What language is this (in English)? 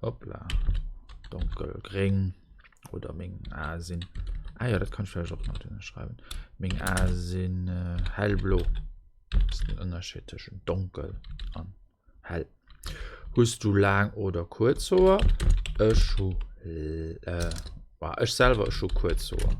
Luxembourgish